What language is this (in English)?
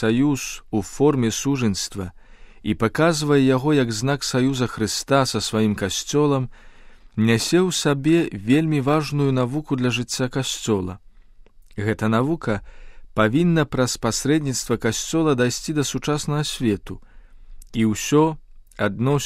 Belarusian